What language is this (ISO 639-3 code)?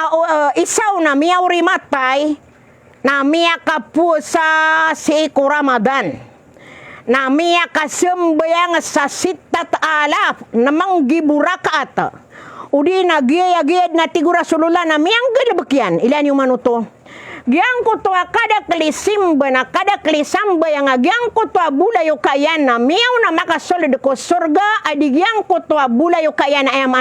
mrw